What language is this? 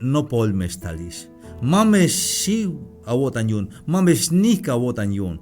Tzeltal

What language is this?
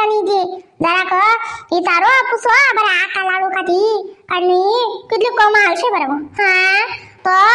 Khandesi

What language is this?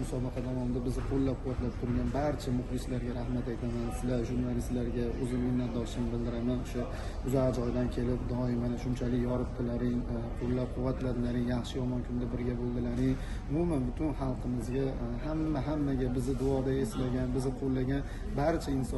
Uzbek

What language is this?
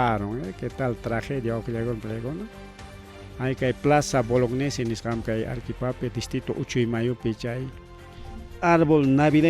Ayacucho Quechua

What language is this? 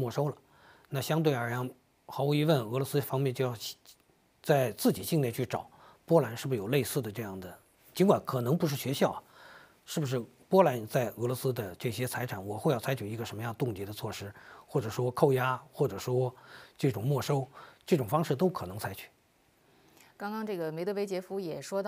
Chinese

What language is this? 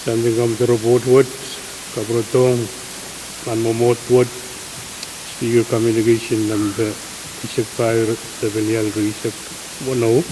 Pohnpeian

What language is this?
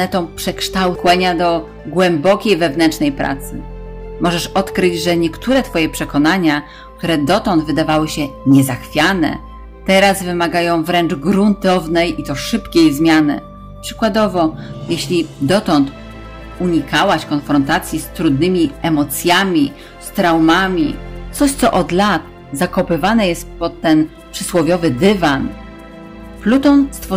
Polish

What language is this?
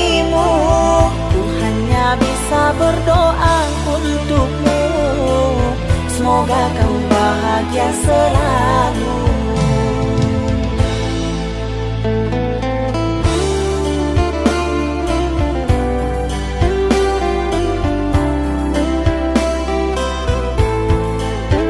Indonesian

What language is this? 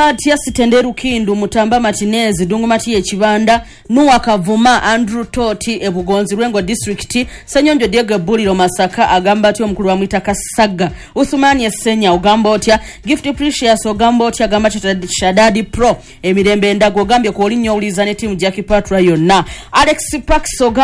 Ganda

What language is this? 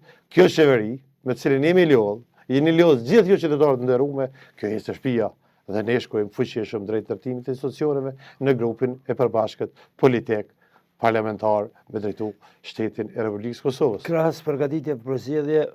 Albanian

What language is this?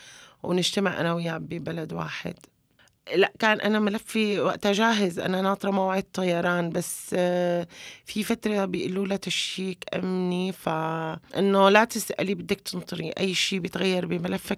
North Levantine Arabic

